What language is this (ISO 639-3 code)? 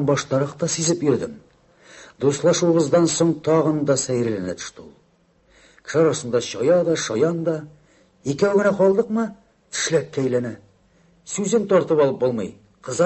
tat